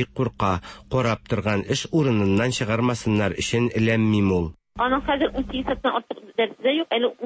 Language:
Tatar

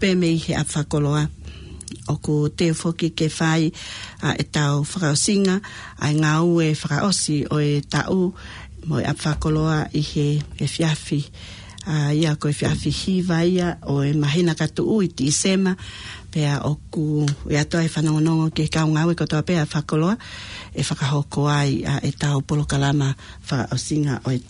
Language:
Tongan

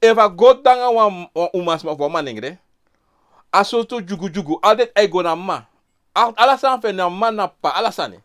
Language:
Sranan Tongo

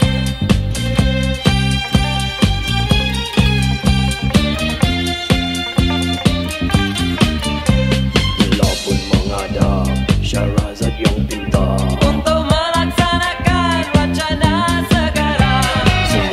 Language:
Malay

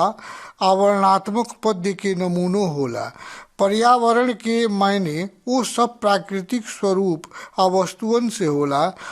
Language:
Bhojpuri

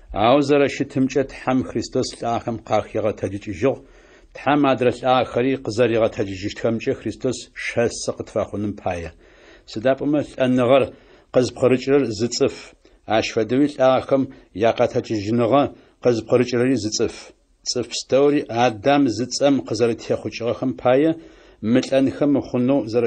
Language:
Adyghe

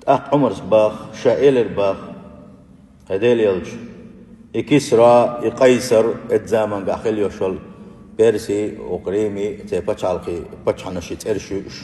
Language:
Chechen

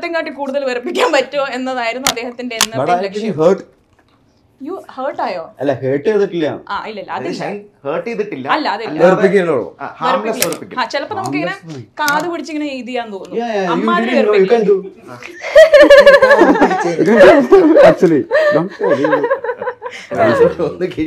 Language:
Malayalam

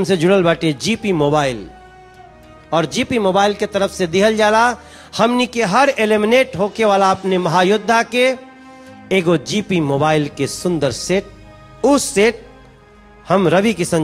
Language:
Bhojpuri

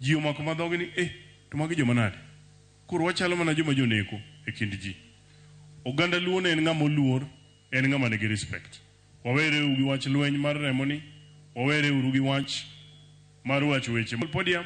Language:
Luo (Kenya and Tanzania)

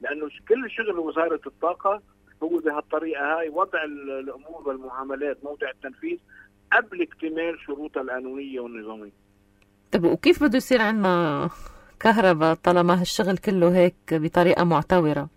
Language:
North Levantine Arabic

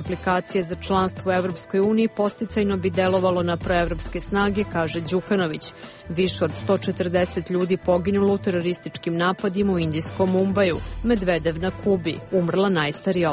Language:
Croatian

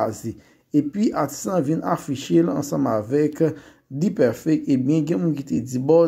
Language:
Haitian Creole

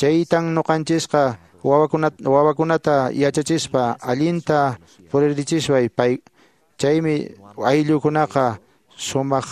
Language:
Quechua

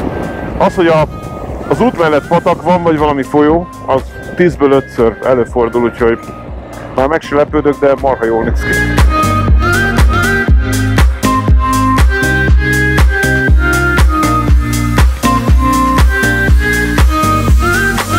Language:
Hungarian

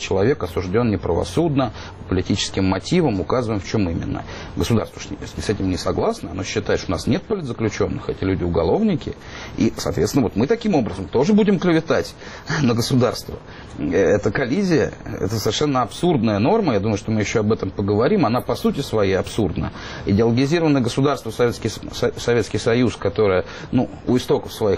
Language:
Russian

